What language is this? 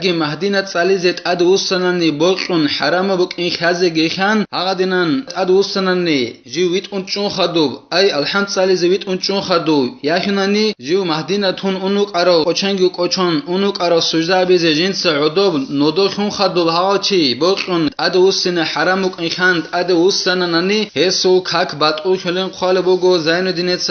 Avaric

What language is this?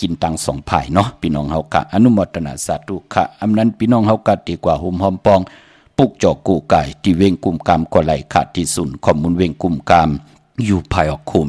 Shan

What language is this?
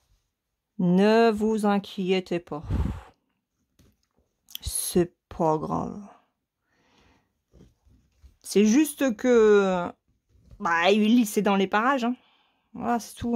French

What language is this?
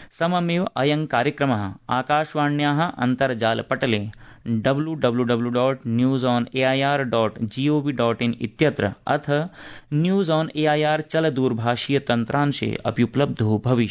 Sanskrit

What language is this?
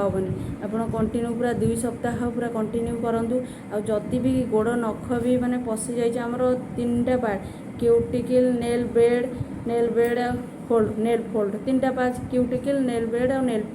Odia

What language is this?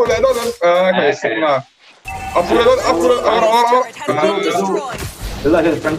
Mizo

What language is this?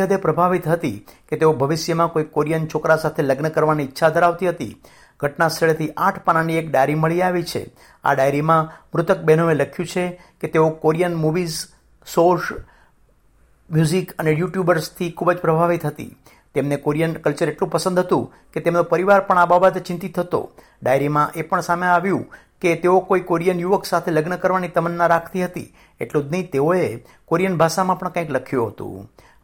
Gujarati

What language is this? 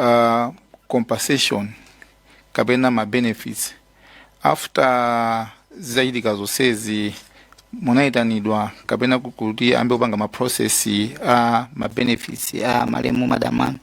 Nyanja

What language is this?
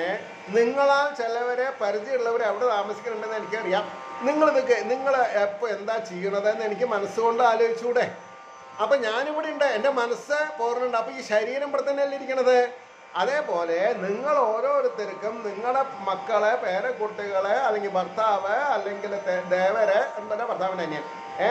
Malayalam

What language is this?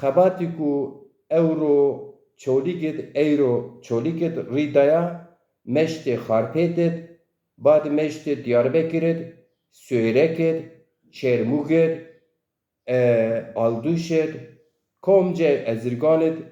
Zaza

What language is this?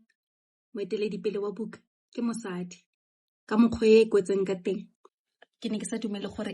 Tswana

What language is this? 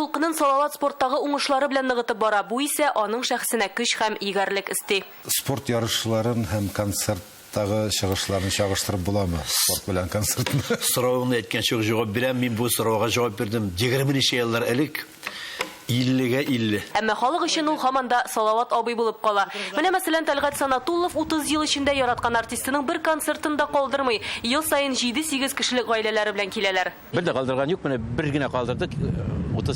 Tatar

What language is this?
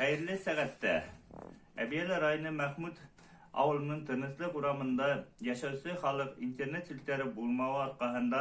Bashkir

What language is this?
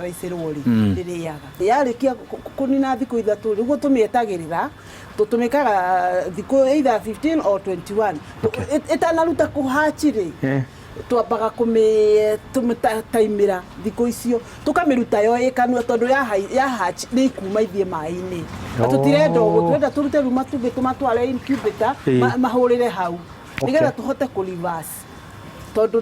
Kikuyu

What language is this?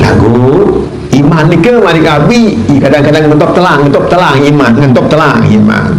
Sasak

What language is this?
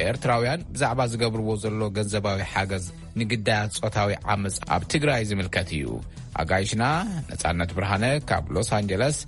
Tigrinya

